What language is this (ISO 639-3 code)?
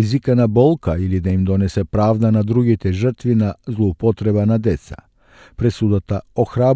mkd